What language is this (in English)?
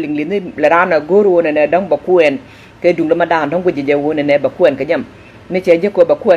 Nuer